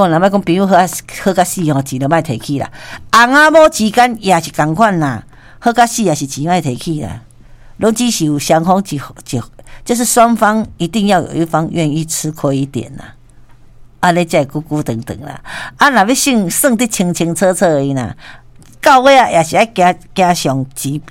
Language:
Min Nan Chinese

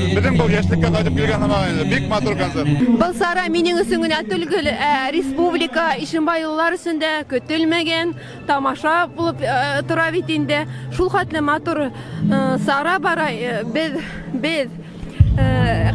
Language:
Bashkir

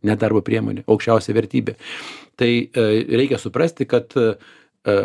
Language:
Lithuanian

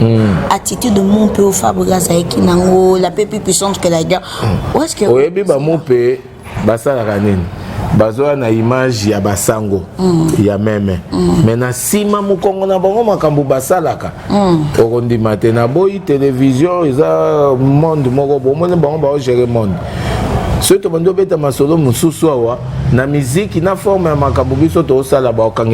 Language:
Lingala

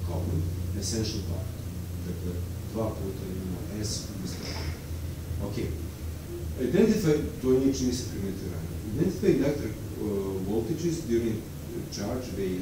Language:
Serbian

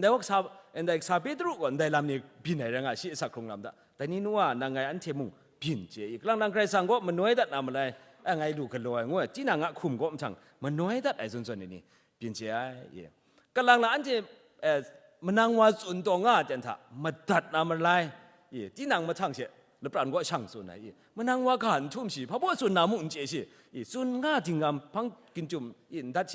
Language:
Kachin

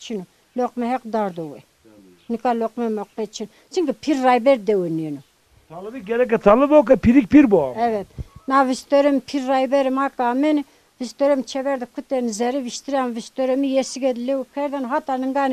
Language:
Zaza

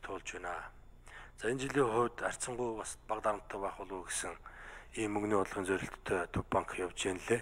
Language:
Mongolian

